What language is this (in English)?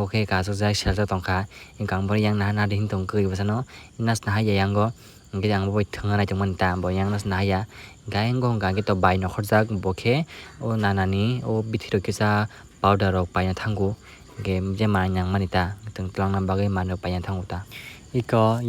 Kok Borok